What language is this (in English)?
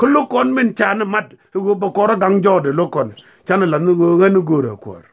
Nuer